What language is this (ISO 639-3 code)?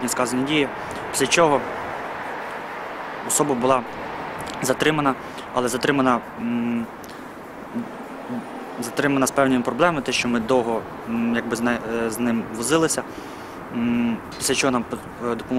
ukr